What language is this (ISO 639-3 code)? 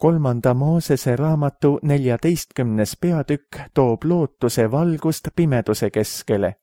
est